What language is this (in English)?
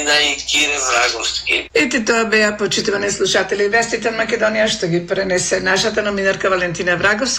Macedonian